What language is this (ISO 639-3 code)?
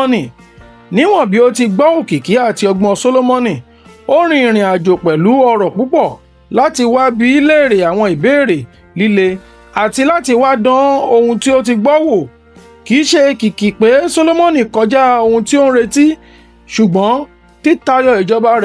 yor